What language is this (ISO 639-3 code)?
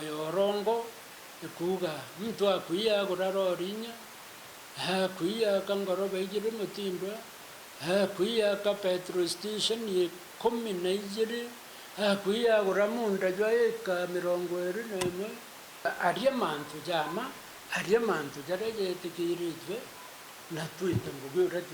mer